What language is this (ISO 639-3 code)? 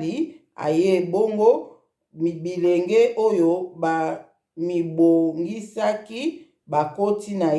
lin